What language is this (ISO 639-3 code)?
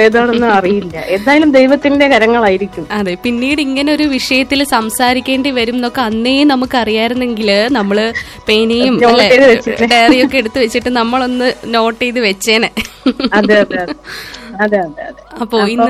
mal